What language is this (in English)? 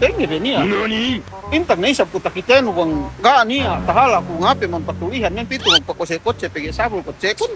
Yakan